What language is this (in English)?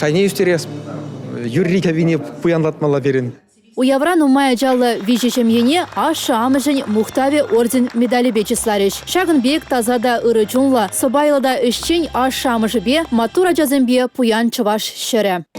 Chuvash